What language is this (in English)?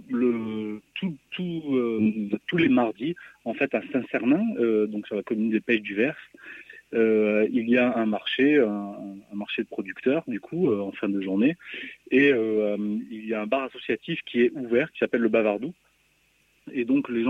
French